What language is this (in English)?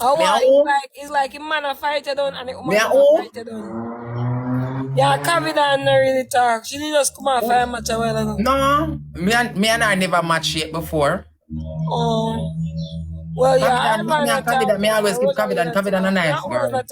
Jamaican Creole English